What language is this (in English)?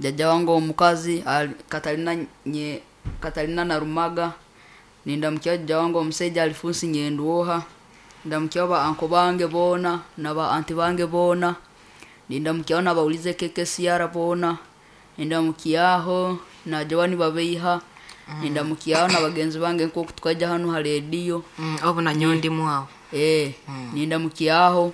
Nyoro